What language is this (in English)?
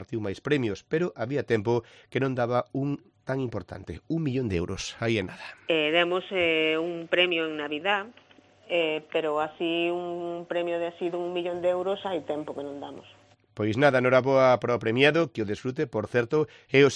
Galician